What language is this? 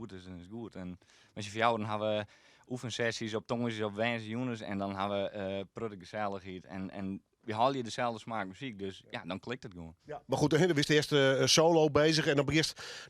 Western Frisian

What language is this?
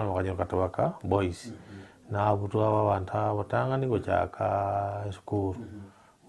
Gusii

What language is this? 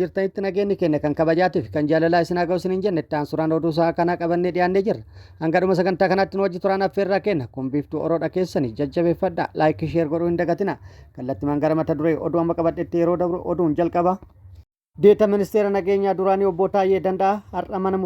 Oromo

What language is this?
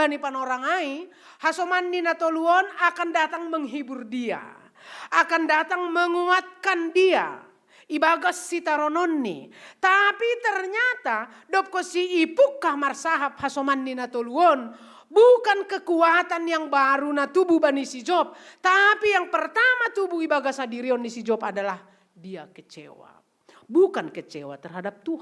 Batak Simalungun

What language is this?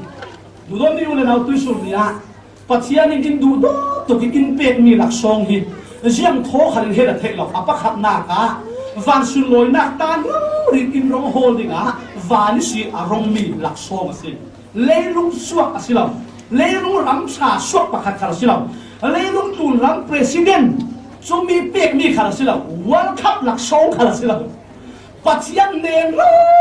Falam Chin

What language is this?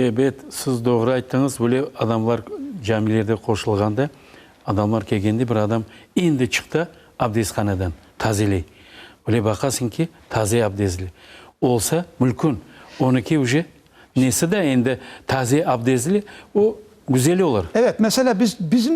Crimean Tatar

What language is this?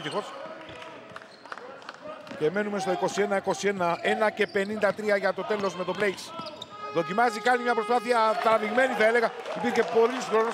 Greek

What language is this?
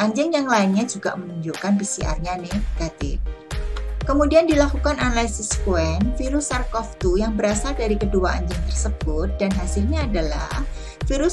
Indonesian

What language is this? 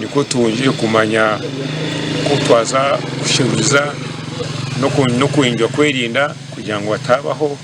Nyankole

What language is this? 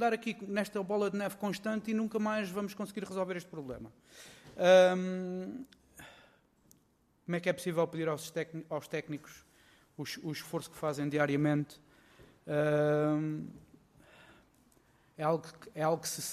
Portuguese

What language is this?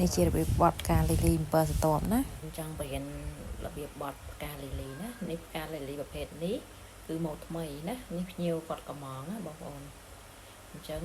Khmer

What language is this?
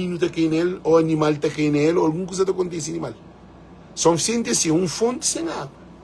Kabuverdianu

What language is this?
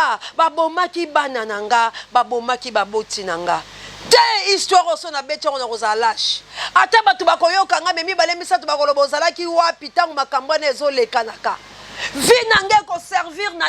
Lingala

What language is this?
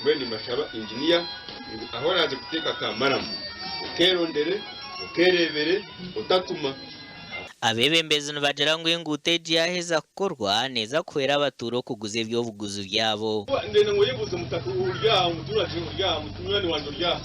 Nyankole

